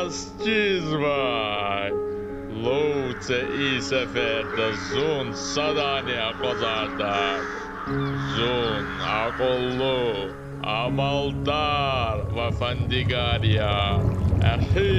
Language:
Lezghian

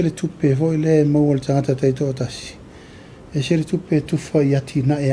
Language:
Samoan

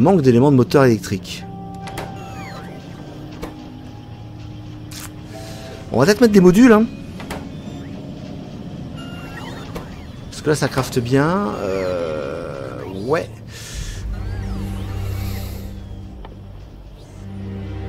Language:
French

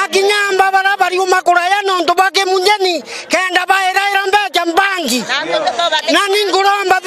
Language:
Meru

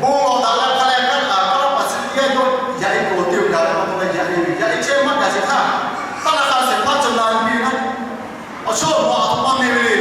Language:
Lahu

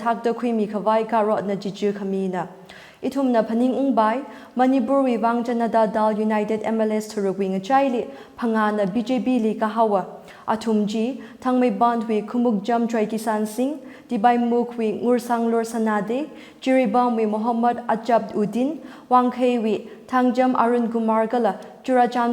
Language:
Tangkhul Naga (India)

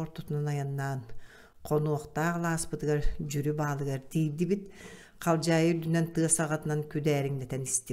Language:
Yakut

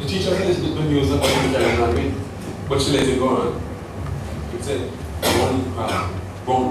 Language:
Jamaican Creole English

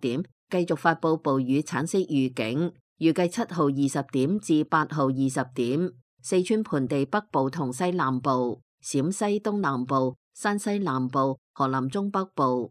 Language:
Cantonese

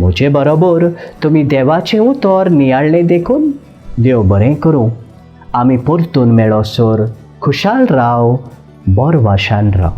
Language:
Konkani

